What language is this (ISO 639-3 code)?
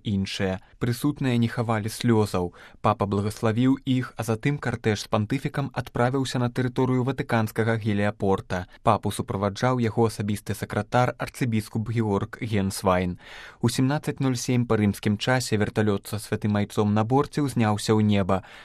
bel